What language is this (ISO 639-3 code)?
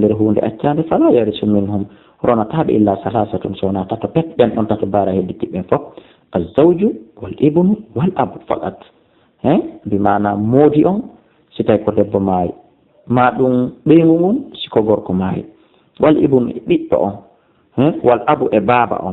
ful